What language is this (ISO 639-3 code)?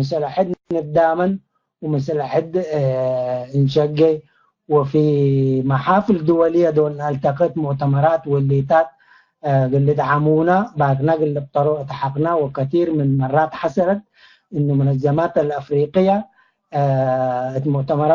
tig